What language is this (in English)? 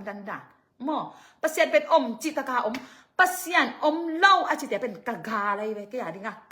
Tedim Chin